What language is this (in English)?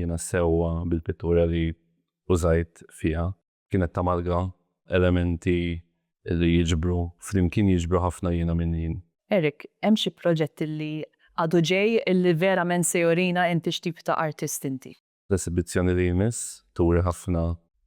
Maltese